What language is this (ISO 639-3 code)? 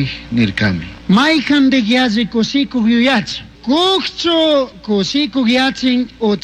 qug